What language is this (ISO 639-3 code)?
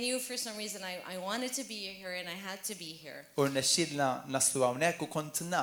mlt